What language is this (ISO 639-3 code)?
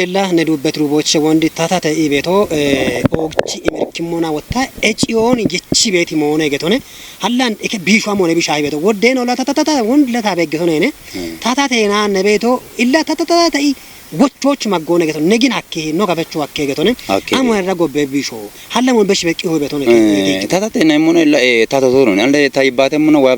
kbr